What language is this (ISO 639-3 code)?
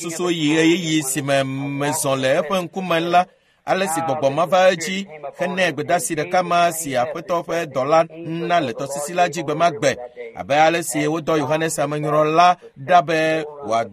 ewe